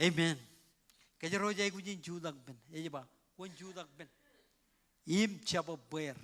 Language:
Marshallese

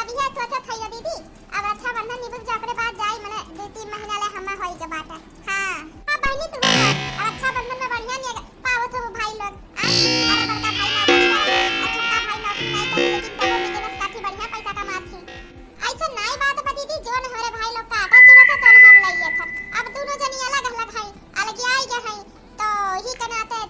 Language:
Awadhi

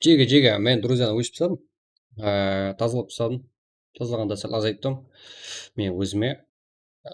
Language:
Kara-Kalpak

